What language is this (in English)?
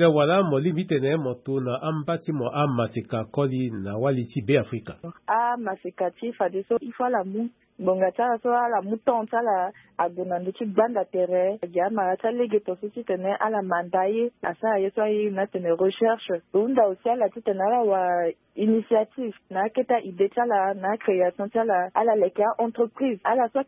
Sango